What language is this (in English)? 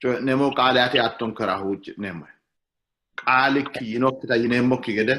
Sidamo